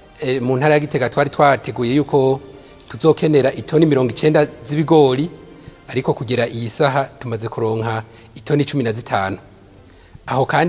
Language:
Rundi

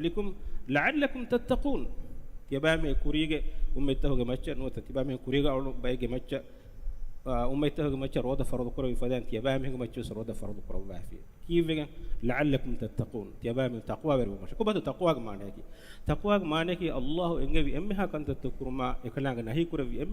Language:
Divehi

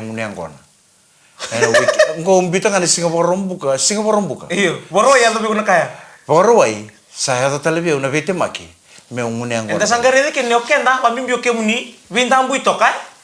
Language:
Fijian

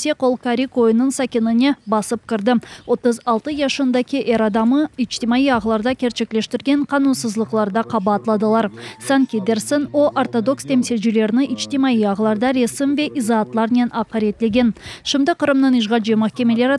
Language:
Crimean Tatar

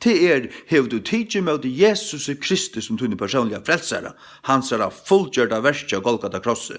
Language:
Faroese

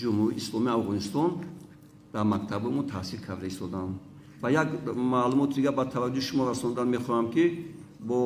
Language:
Tajik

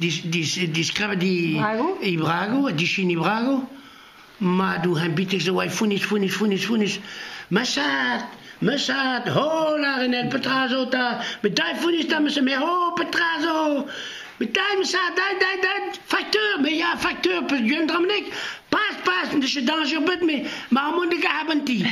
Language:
Breton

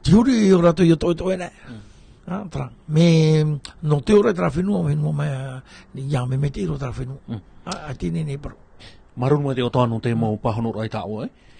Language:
Tahitian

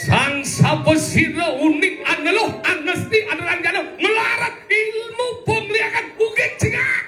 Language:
Balinese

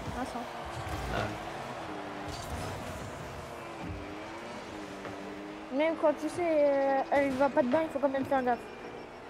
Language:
French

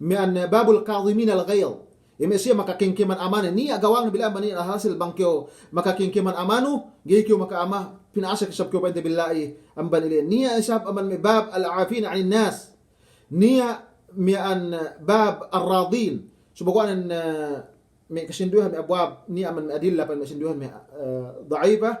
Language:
Yakan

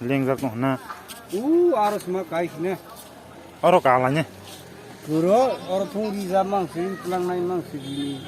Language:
Kok Borok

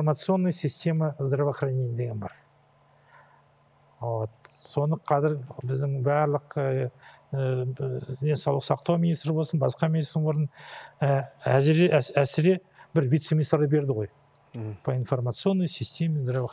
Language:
Kazakh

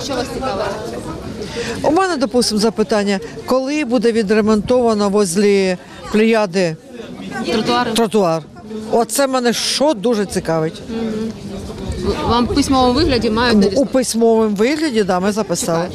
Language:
Ukrainian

